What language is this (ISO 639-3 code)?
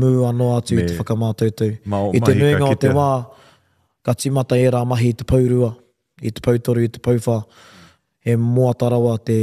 mri